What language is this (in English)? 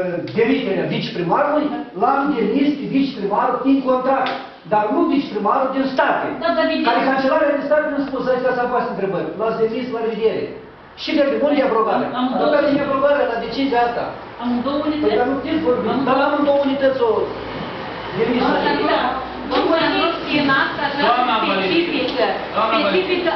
Romanian